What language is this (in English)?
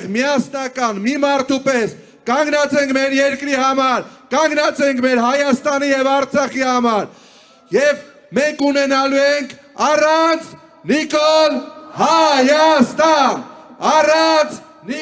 Armenian